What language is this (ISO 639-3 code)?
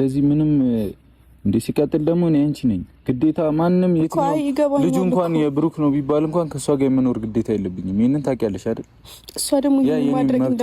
amh